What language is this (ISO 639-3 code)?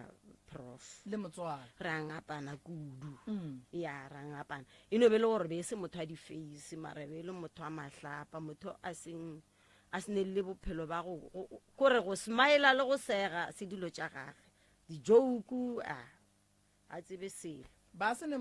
nso